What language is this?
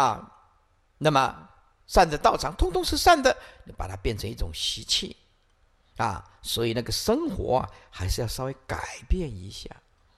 Chinese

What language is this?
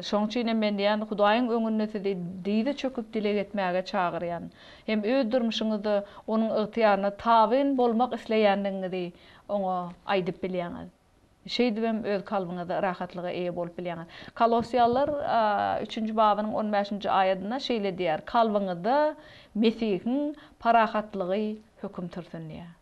Turkmen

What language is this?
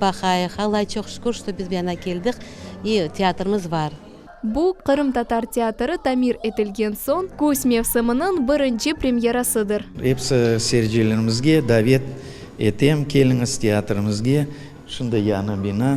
Crimean Tatar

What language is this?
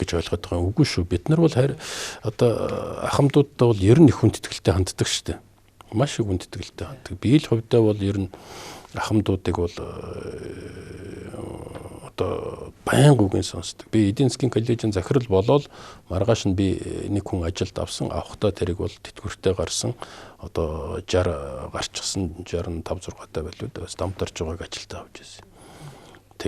Mongolian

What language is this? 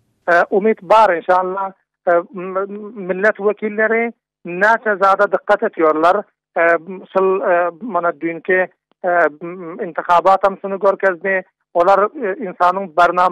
Turkmen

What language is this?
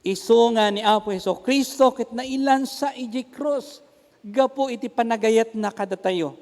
Iloko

